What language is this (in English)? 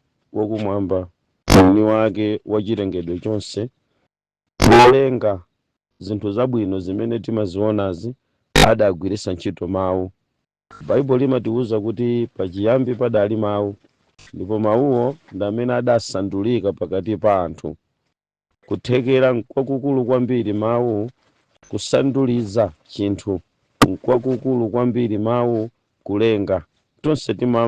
Nyanja